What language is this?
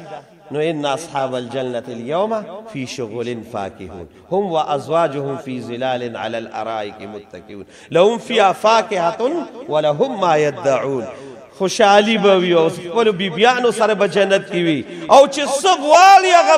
Pashto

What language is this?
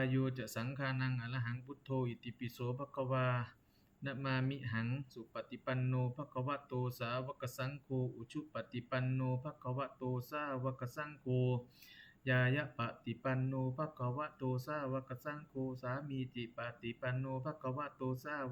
Pali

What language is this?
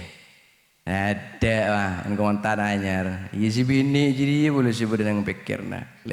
Madurese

